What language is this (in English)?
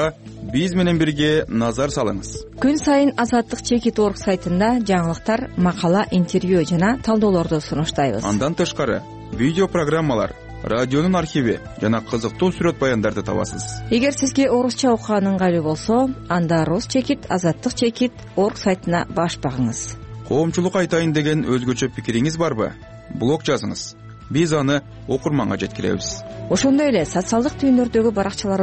Kyrgyz